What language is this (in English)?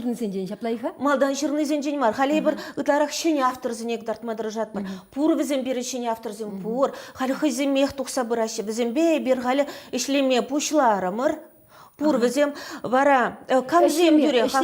Chuvash